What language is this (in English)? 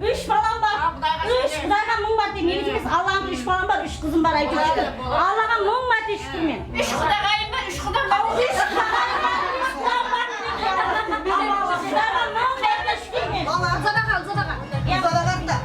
Kara-Kalpak